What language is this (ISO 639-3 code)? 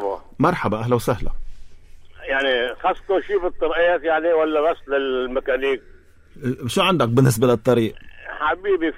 apc